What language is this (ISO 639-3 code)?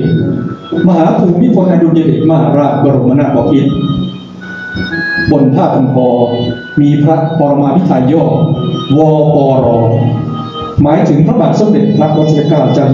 tha